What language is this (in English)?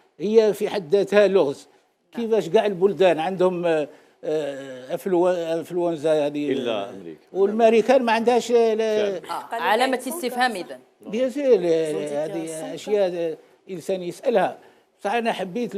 Algerian Arabic